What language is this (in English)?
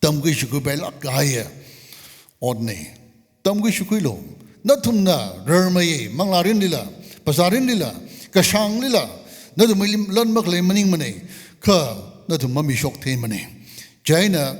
Tangkhul Naga (India)